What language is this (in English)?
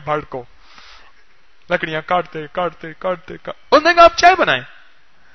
Urdu